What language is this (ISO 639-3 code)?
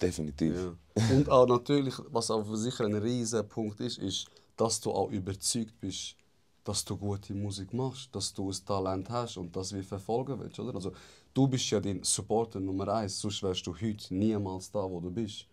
gsw